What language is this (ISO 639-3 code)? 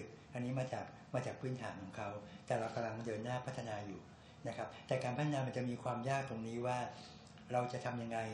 tha